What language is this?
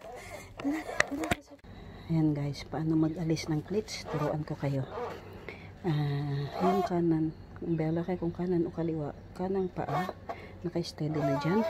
Filipino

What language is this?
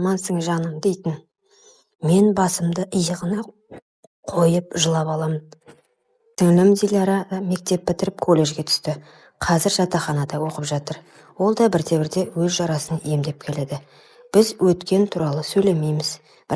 Kazakh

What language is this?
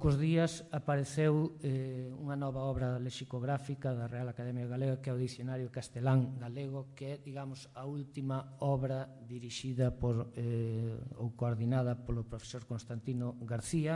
Galician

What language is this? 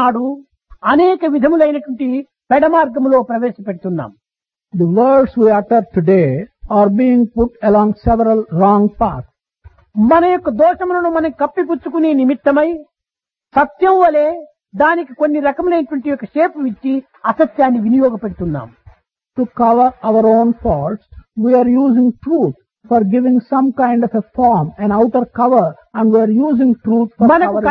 Telugu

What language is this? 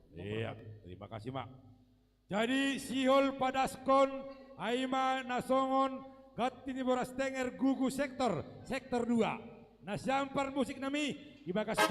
Batak Simalungun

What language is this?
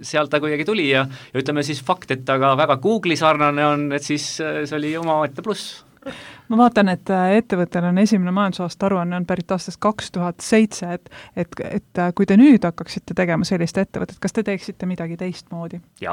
Estonian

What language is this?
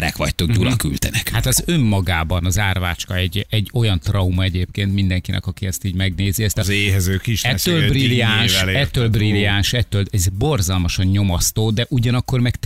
Hungarian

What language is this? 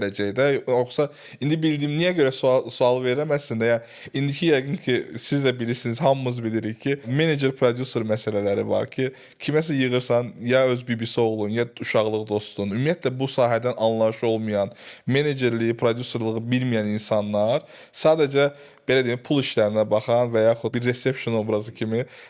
Azerbaijani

